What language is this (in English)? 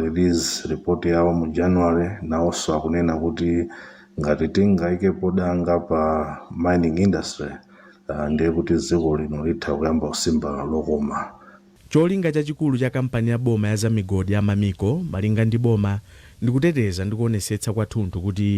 Nyanja